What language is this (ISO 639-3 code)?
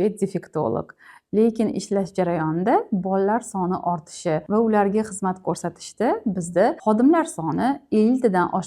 uzb